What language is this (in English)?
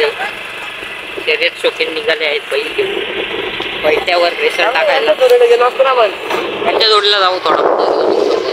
Marathi